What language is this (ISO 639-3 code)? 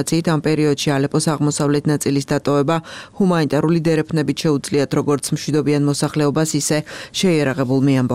kat